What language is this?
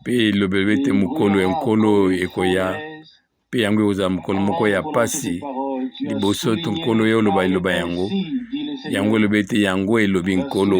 Lingala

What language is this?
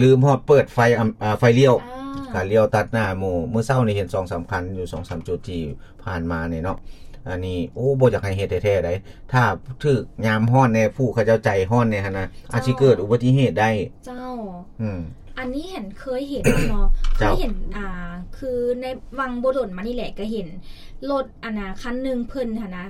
Lao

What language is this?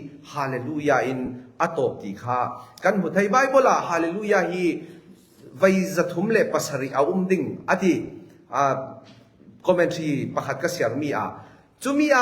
Falam Chin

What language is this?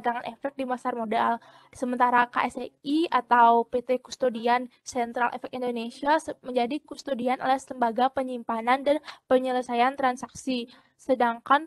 Indonesian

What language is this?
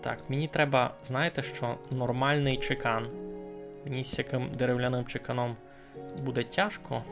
Rusyn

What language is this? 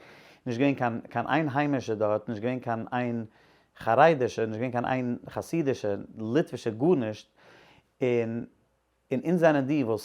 Yiddish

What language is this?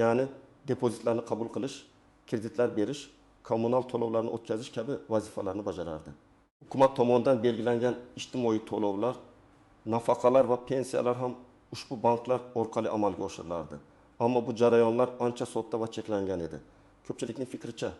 Uzbek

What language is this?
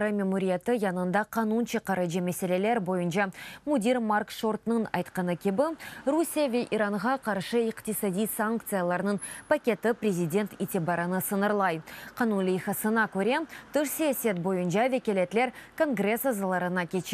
Crimean Tatar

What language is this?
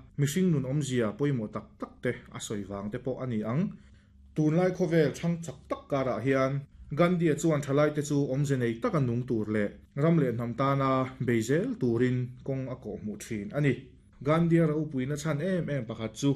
Mizo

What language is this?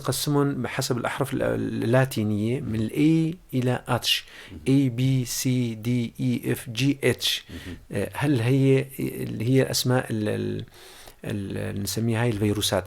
North Levantine Arabic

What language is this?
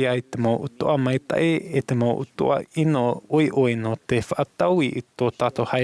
Tahitian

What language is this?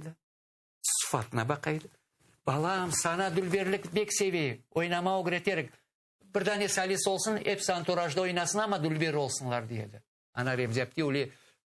Crimean Tatar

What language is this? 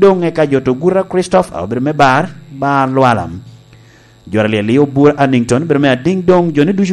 Lango (Uganda)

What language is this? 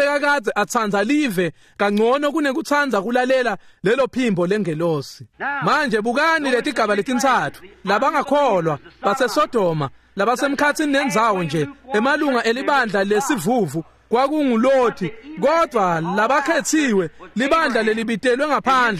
Swati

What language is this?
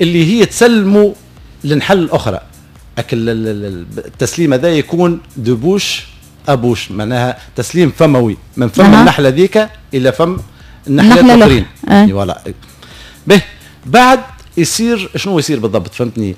Tunisian Arabic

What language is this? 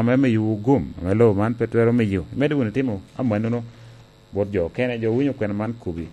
Lango (Uganda)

